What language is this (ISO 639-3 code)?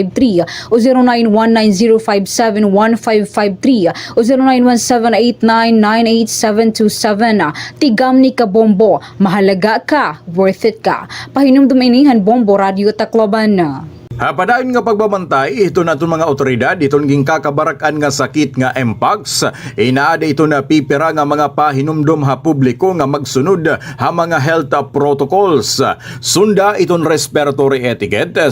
war